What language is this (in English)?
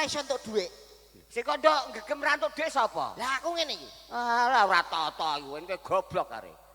Javanese